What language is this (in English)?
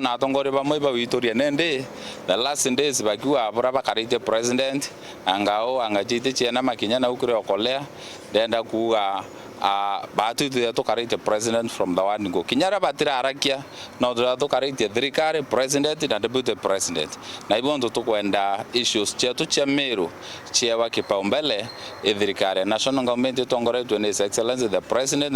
Meru